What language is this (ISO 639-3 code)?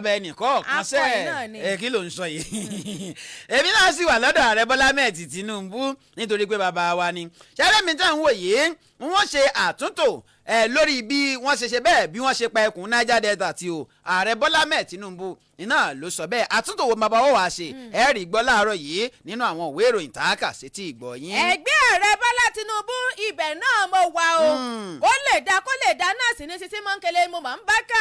yor